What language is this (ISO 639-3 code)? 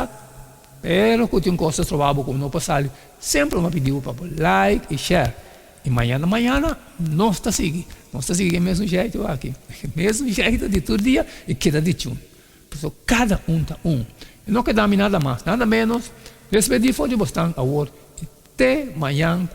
pap